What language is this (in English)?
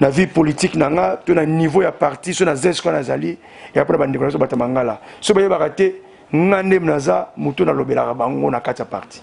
Lingala